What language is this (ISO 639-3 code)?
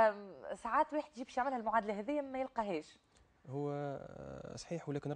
aeb